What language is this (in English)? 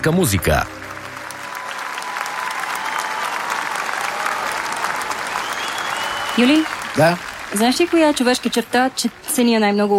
Bulgarian